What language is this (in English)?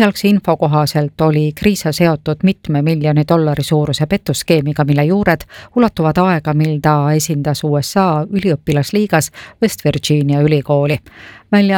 Estonian